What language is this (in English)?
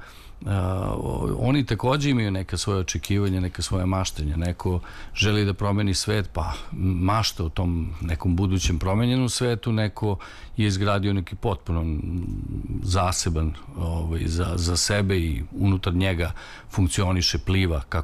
Serbian